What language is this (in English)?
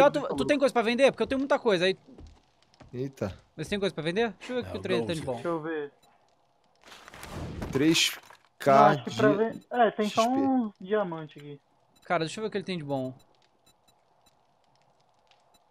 Portuguese